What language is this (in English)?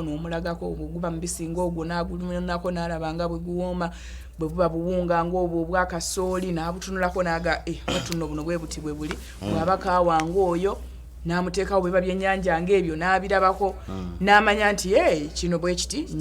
Ganda